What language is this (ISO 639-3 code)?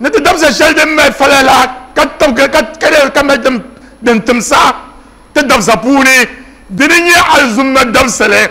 dag